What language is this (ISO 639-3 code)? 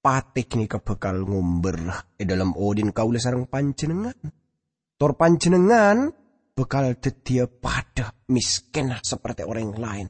mad